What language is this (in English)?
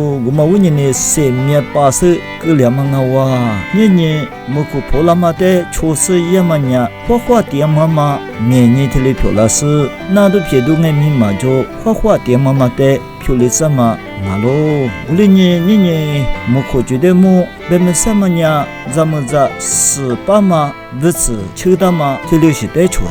Lisu